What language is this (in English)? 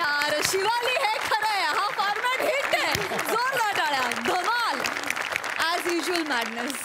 Marathi